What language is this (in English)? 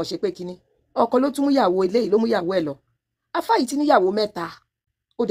Yoruba